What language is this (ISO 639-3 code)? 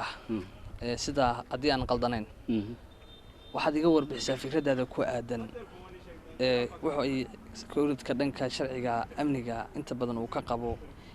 som